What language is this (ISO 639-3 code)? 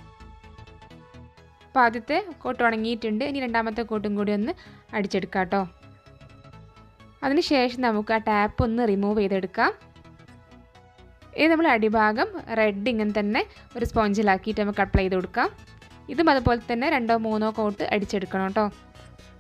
mal